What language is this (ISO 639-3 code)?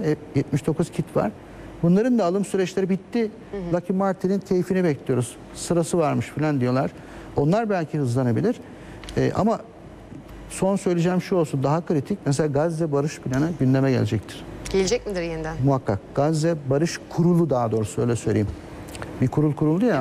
tur